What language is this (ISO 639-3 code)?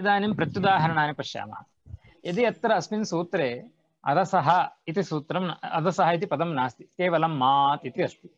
san